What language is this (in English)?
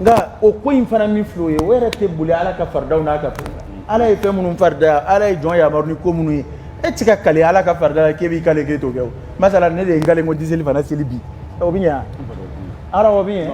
Dyula